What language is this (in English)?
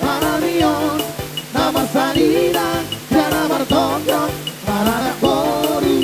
Batak Toba